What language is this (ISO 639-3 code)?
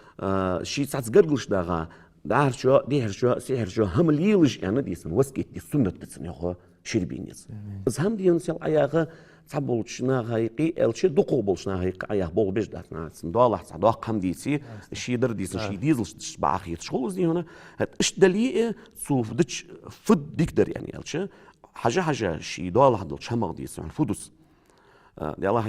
inh